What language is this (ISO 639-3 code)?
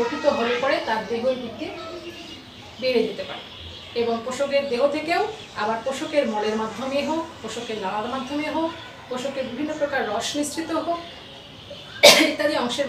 ben